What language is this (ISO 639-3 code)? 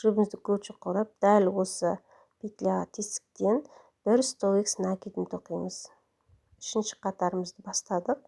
kaz